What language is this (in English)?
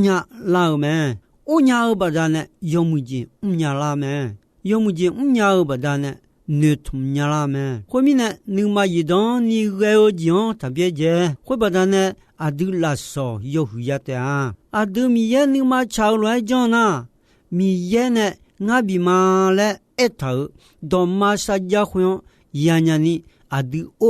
Akha